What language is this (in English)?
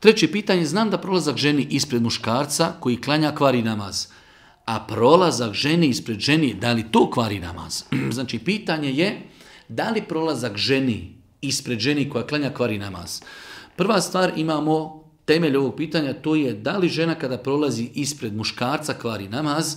Bosnian